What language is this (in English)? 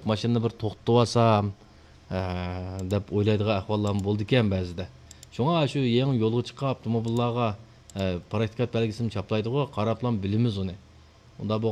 Uyghur